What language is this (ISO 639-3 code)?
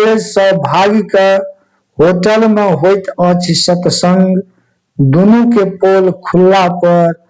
mai